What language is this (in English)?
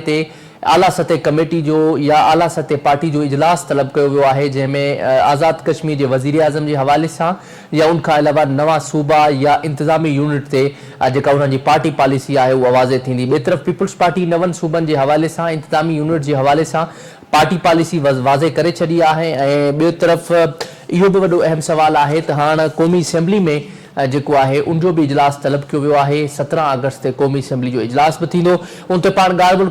Sindhi